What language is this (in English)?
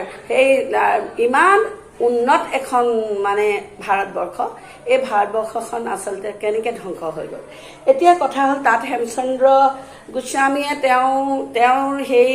Assamese